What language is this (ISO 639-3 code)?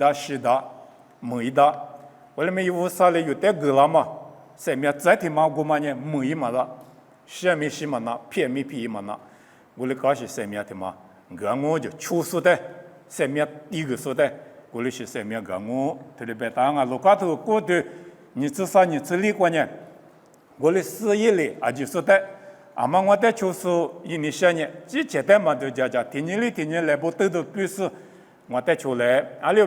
lis